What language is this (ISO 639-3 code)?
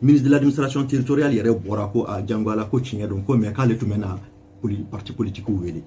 bam